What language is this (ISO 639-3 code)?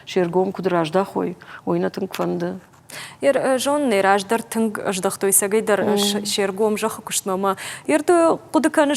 oss